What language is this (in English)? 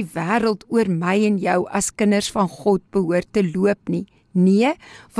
Afrikaans